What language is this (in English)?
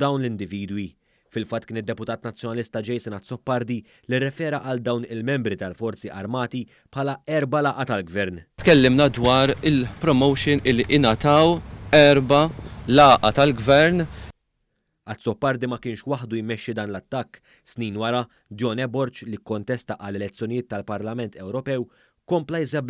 Maltese